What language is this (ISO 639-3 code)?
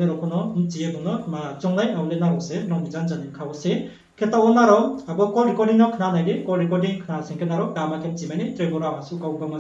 ria